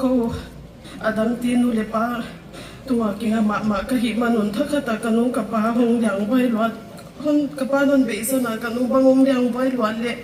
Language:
Paite Chin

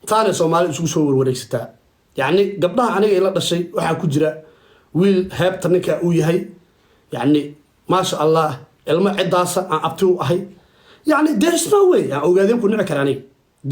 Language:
Somali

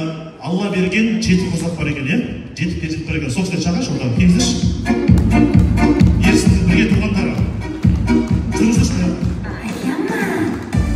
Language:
Kazakh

